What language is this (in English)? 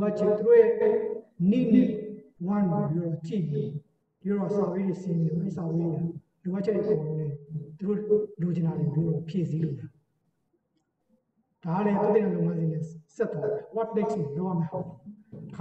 Burmese